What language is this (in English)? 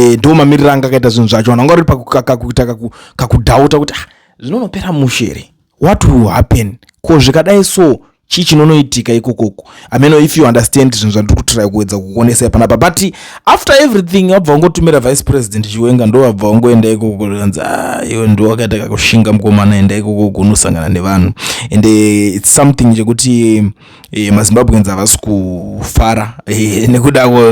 Shona